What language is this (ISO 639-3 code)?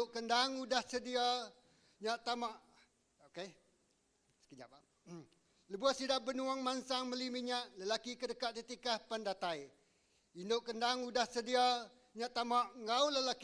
iba